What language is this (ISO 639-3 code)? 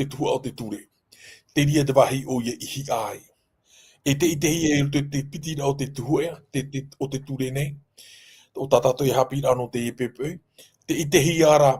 tah